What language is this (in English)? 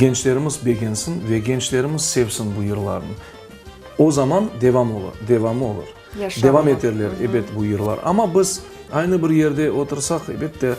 Crimean Tatar